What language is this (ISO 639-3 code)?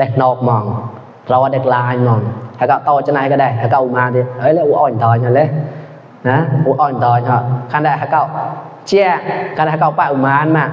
mnw